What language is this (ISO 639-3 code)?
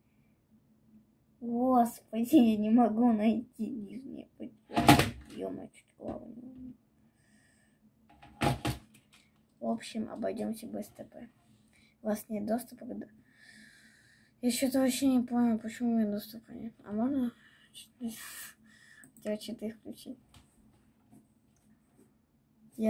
rus